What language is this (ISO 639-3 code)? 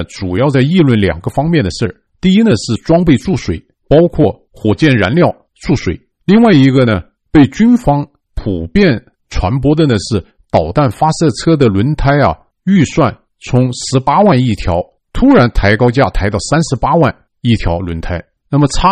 zho